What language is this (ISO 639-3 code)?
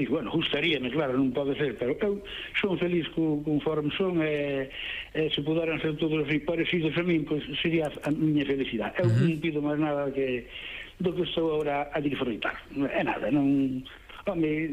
glg